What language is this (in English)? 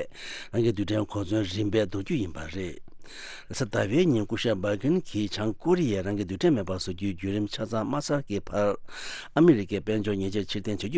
Tibetan